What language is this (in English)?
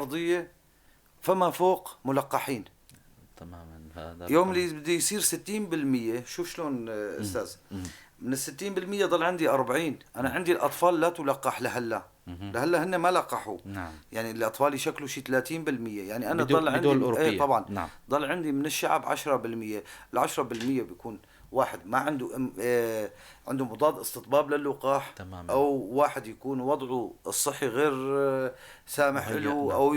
North Levantine Arabic